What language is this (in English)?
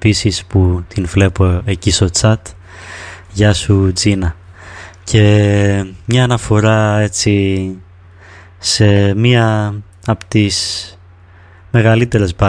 Greek